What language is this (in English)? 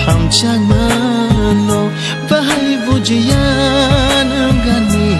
Kok Borok